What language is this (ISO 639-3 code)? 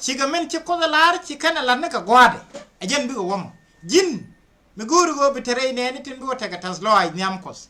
nus